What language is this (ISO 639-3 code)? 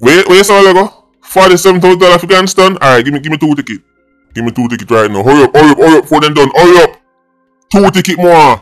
jam